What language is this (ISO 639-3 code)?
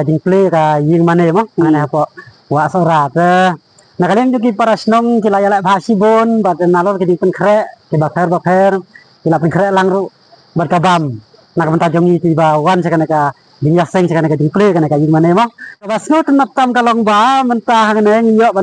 kha